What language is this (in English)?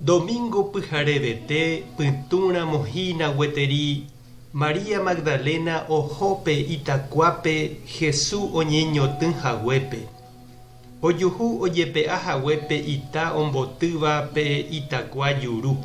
Guarani